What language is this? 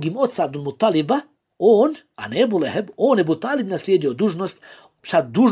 Bosnian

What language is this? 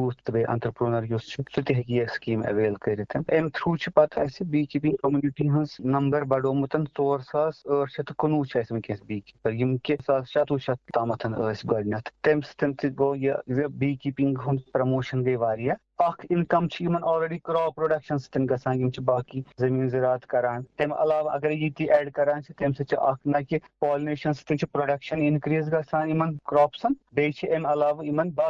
Kashmiri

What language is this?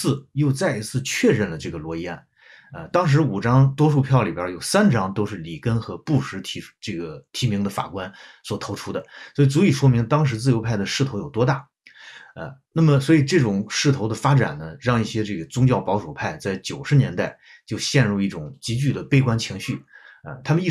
Chinese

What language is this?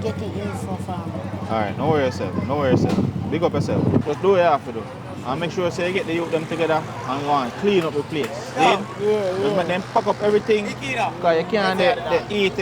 Jamaican Creole English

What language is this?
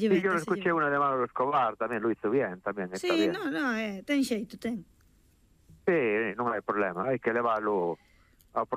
Galician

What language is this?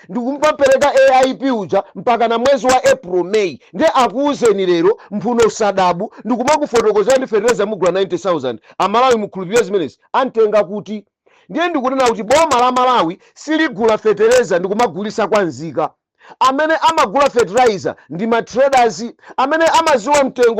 Nyanja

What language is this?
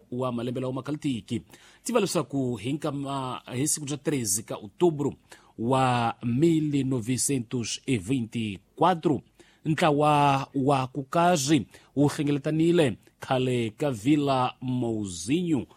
Tsonga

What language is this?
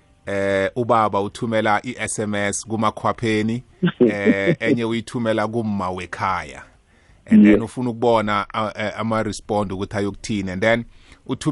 South Ndebele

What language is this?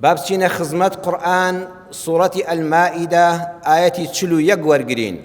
Central Kurdish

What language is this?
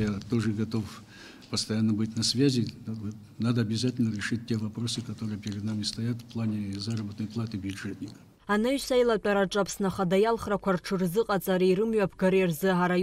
Abkhazian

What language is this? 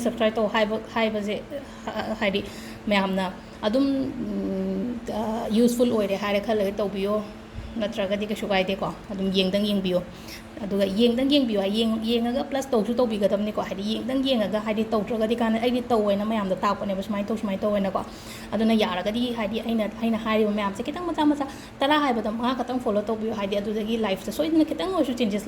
Manipuri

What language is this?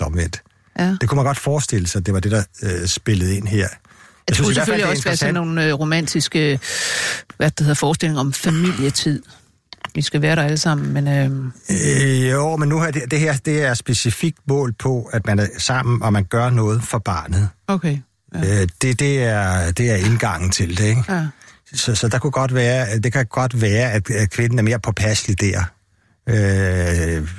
Danish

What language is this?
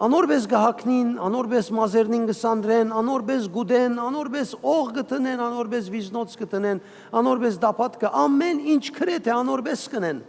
Western Armenian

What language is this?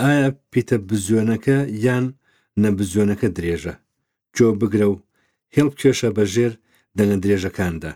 Central Kurdish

